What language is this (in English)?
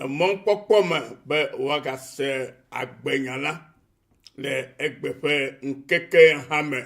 Ewe